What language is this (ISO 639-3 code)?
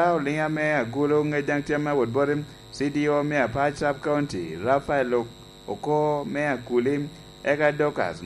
laj